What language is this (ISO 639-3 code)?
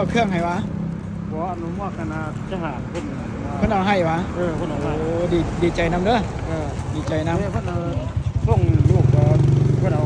lao